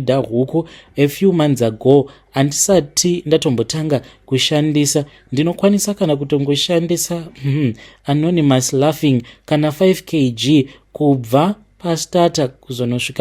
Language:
Shona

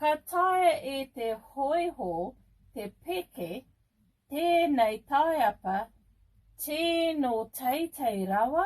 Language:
Māori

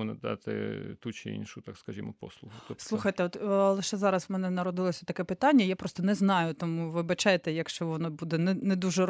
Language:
Ukrainian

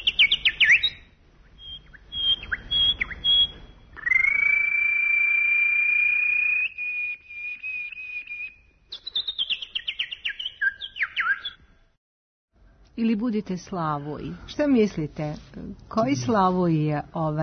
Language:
Serbian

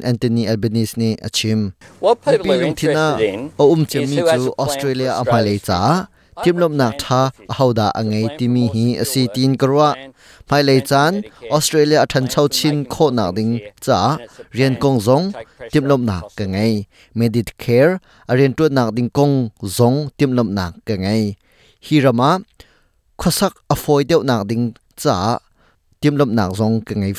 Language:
Hakha Chin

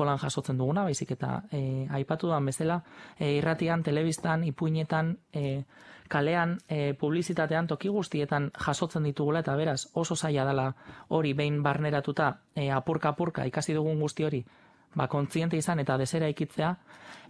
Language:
Basque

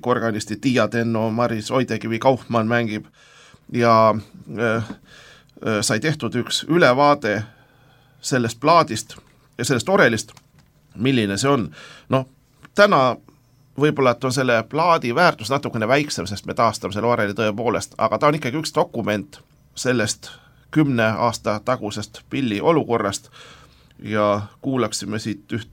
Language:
Estonian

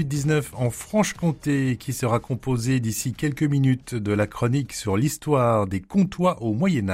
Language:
French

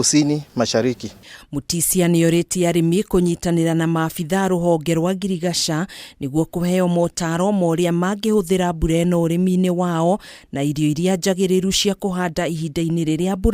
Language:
Kikuyu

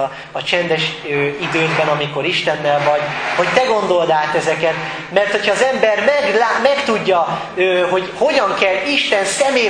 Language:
Hungarian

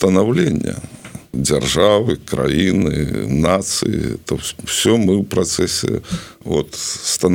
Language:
Belarusian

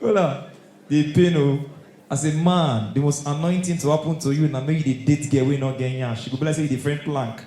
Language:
Nigerian Pidgin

